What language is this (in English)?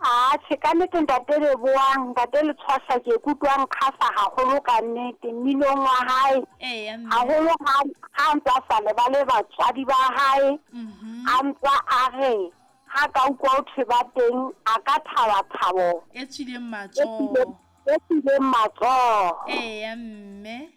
Southern Sotho